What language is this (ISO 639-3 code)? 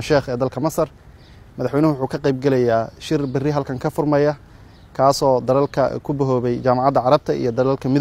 som